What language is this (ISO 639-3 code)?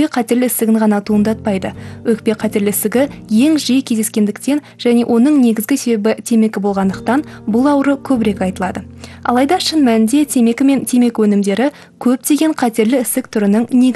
kaz